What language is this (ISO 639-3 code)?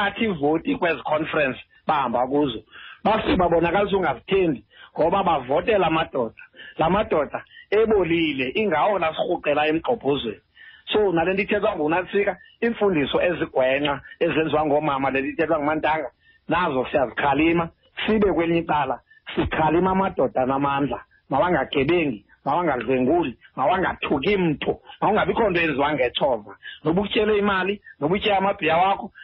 xho